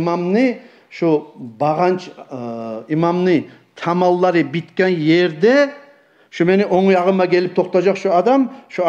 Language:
Kumyk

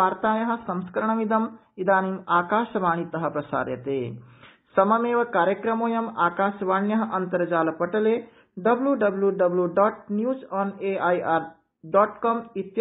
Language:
Sanskrit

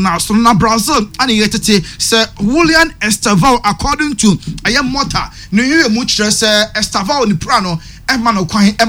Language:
Akan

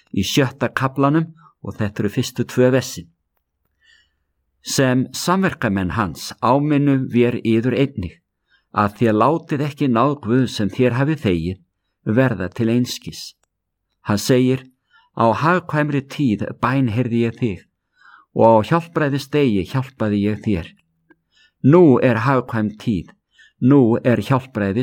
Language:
Icelandic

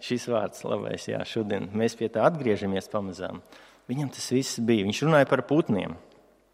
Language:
Latvian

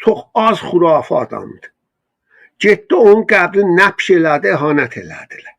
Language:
South Azerbaijani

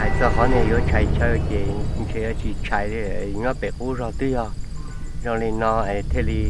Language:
Hmong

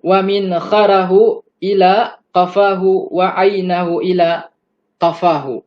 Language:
Yakan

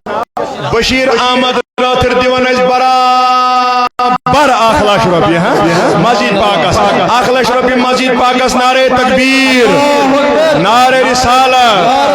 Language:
Kashmiri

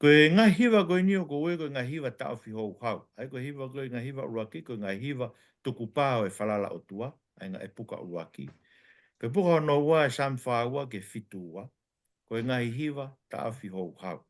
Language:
Tongan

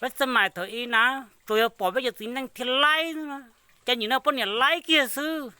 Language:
Hmong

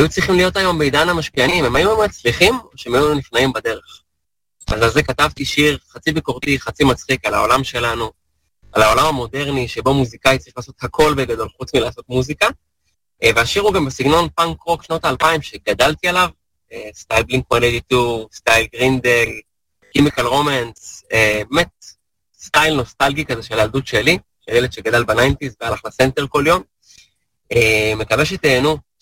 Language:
Hebrew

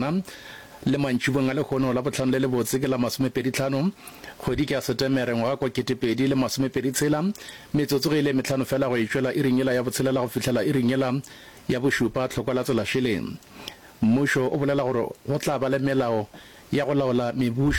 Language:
Northern Sotho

